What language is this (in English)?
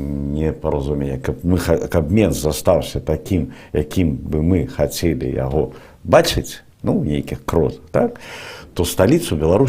Belarusian